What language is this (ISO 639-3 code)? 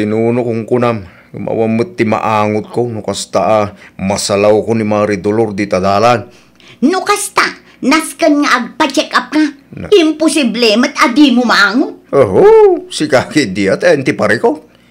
ilo